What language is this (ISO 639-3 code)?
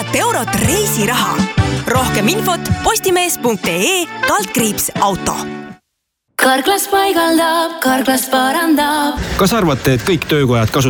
est